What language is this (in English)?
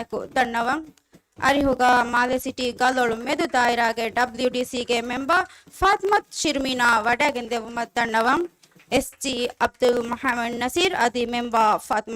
Divehi